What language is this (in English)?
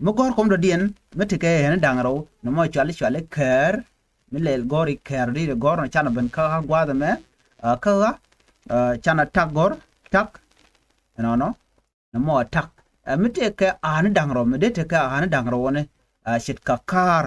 Nuer